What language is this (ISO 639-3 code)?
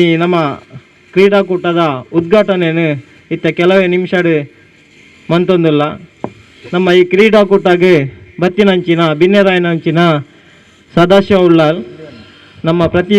tcy